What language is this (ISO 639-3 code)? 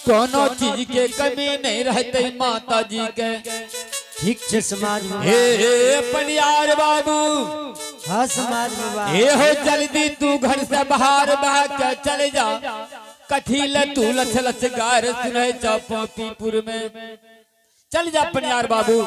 anp